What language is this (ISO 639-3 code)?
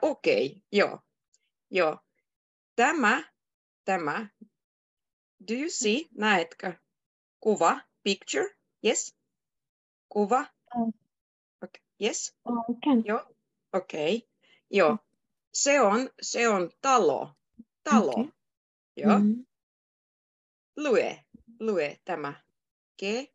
fin